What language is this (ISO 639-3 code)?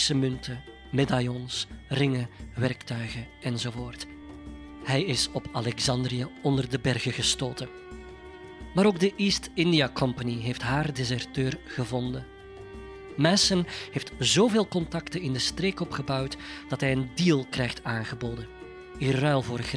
nld